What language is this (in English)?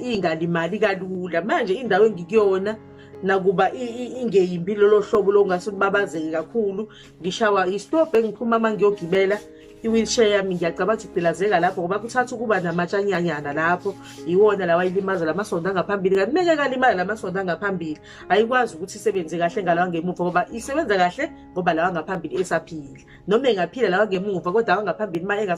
Zulu